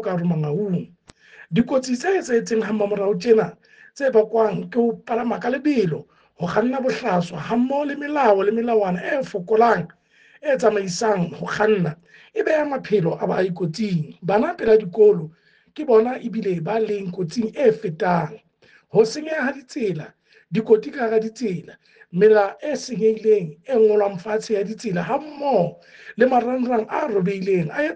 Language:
Southern Sotho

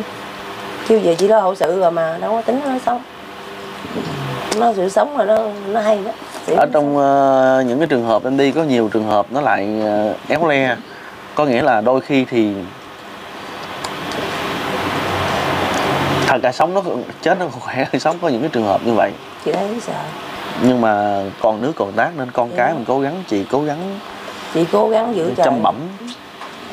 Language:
Vietnamese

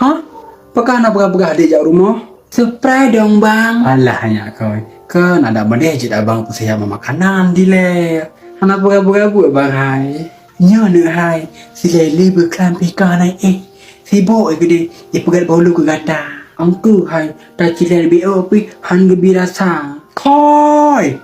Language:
Achinese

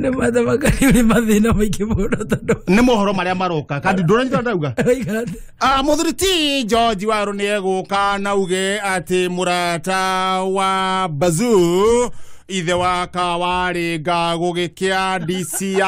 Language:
Kikuyu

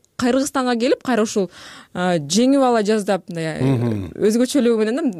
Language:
Kyrgyz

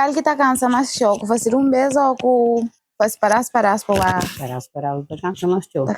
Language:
Kabuverdianu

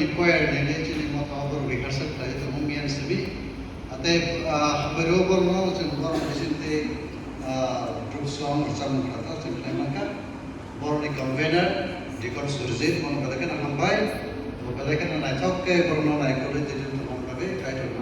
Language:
Kok Borok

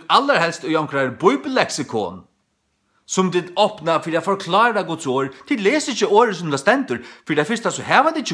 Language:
Faroese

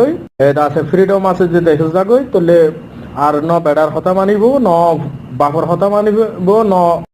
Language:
Rohingya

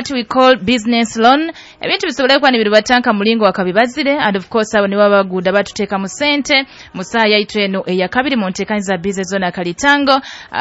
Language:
Nyoro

